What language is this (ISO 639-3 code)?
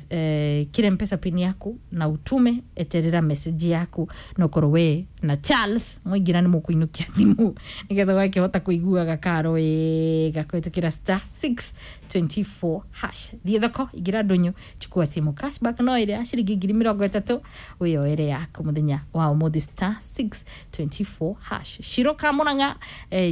kik